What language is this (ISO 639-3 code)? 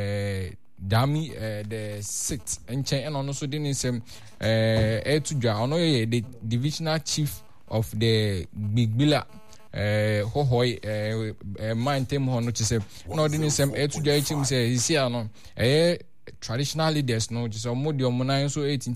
aka